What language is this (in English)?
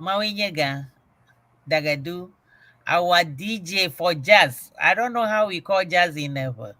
Ewe